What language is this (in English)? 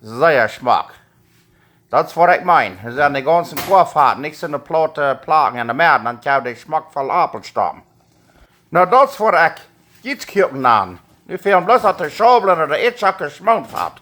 Plautdietsch